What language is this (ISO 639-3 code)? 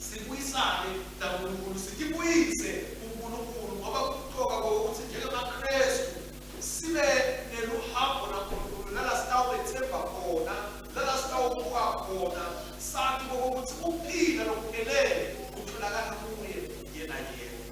ssw